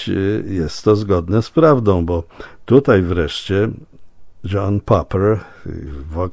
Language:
Polish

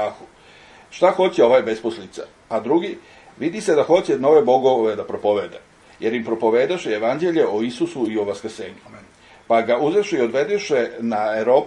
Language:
Serbian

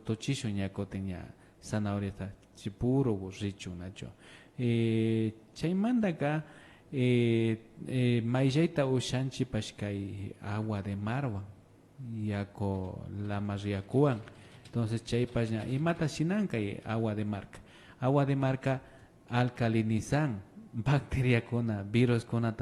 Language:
Imbabura Highland Quichua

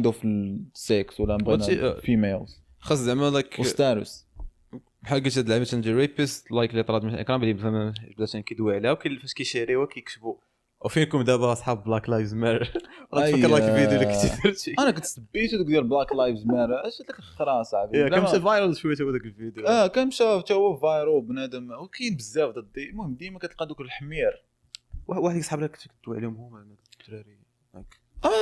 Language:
Moroccan Arabic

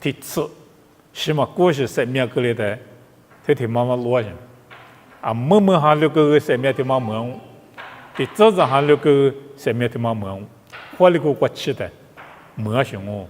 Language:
Lisu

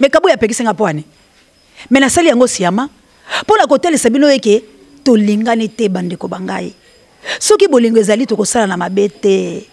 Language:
Lingala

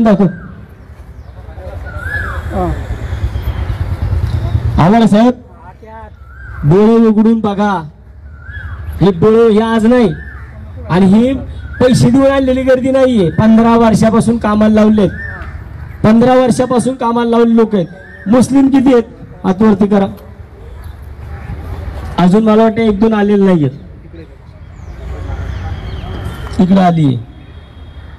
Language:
Marathi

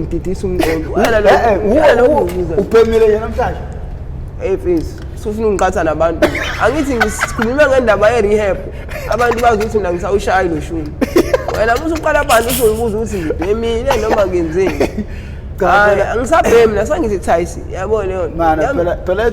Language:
Zulu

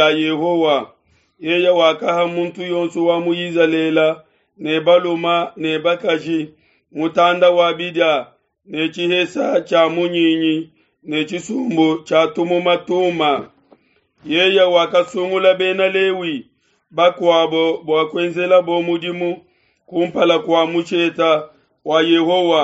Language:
Luba-Lulua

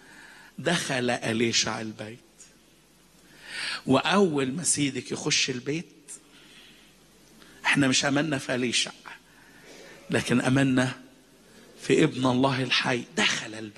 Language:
Egyptian Arabic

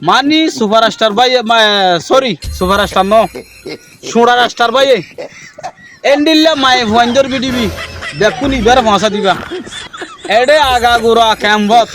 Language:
Rohingya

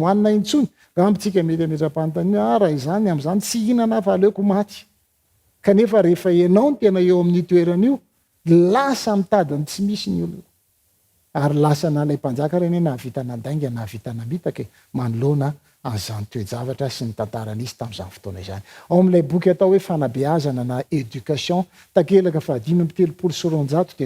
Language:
Malagasy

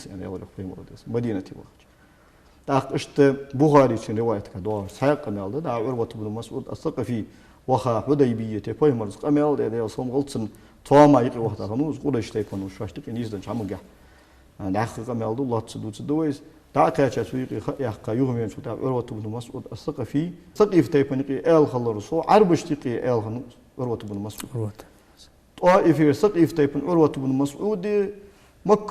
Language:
Ingush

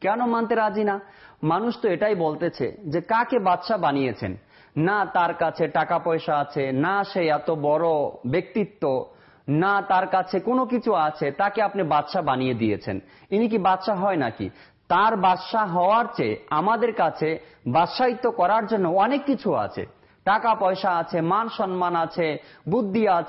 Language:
Bangla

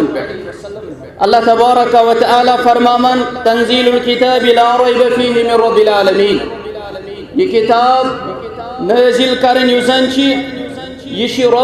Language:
Kashmiri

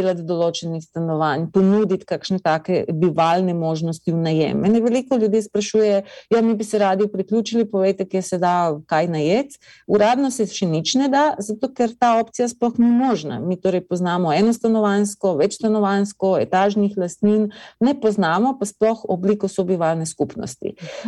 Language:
Slovenian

